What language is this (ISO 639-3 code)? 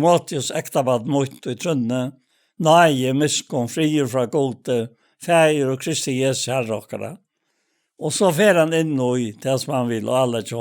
fao